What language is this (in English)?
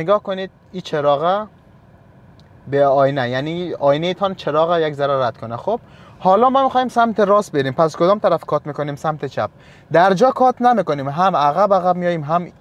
Persian